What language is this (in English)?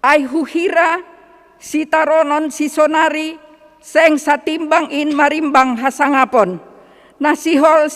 Batak Simalungun